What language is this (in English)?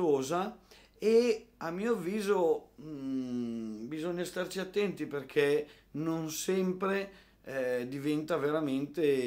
Italian